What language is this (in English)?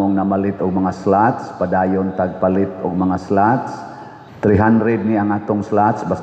Cebuano